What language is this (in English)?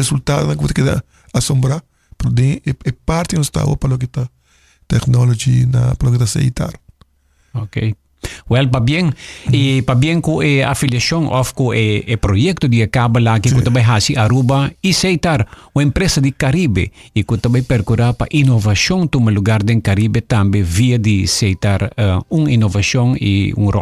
Papiamento